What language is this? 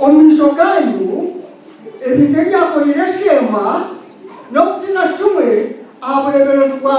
Nyankole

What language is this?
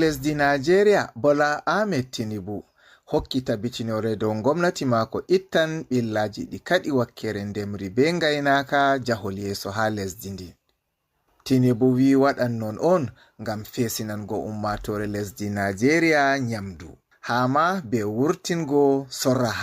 Fula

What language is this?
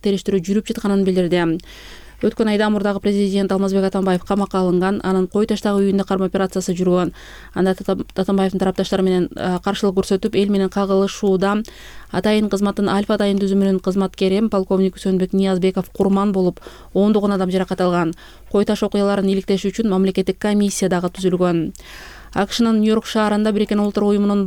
Kyrgyz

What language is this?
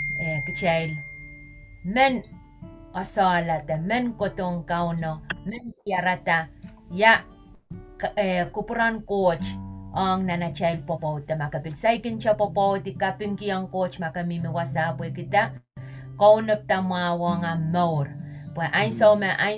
Pohnpeian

